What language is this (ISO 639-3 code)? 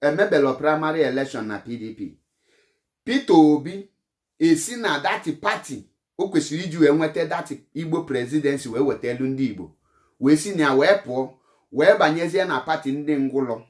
ibo